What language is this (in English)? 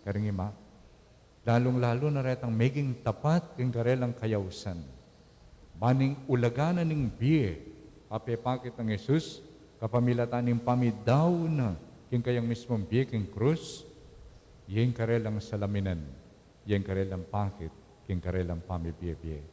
Pampanga